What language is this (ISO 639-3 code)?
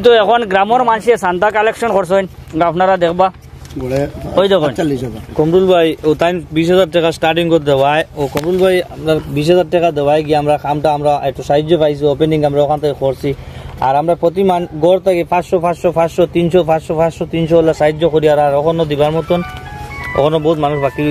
syl